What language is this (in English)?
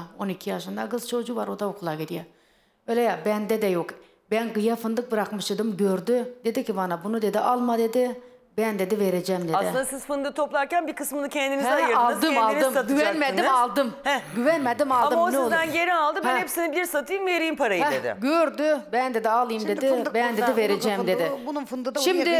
Turkish